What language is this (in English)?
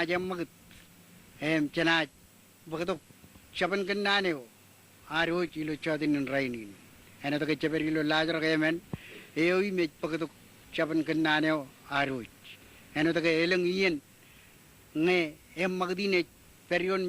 Marshallese